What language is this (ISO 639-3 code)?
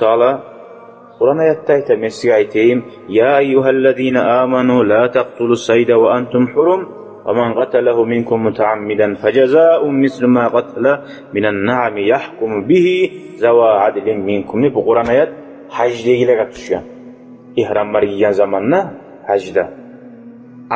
kum